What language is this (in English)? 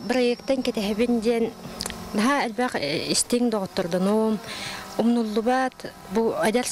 Yakut